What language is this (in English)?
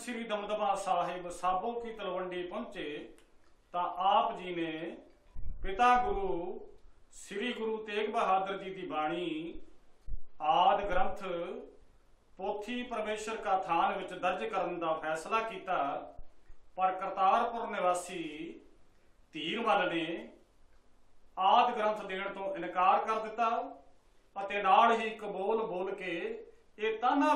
Punjabi